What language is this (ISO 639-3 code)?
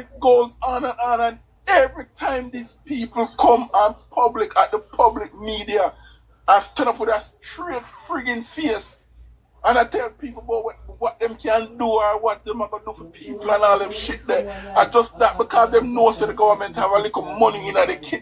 jam